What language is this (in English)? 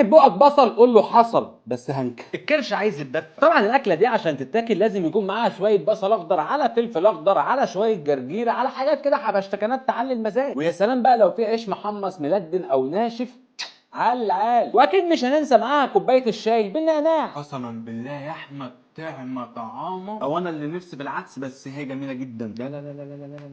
Egyptian Arabic